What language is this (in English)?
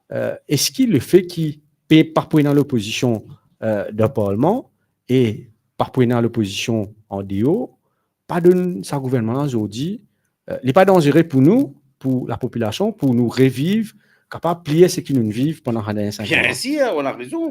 Morisyen